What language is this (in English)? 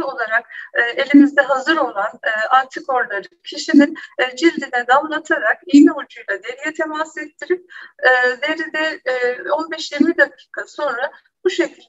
Turkish